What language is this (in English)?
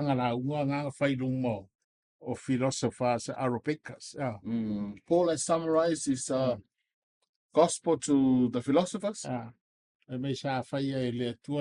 Samoan